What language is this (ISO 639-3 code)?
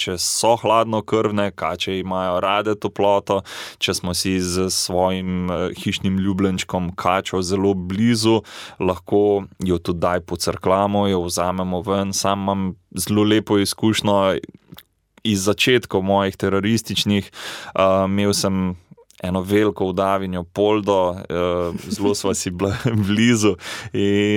slv